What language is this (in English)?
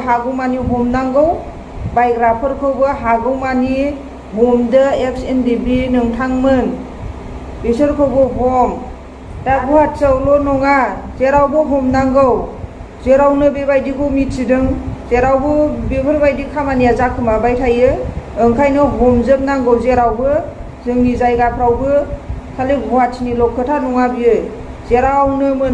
Bodo